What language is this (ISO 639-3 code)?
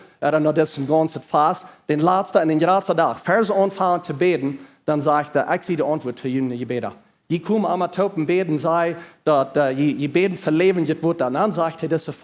pdt